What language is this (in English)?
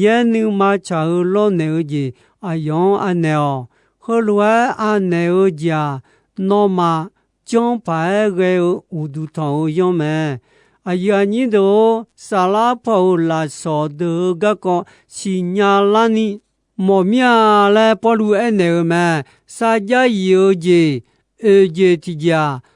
Akha